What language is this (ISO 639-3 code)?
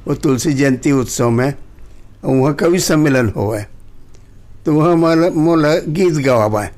hne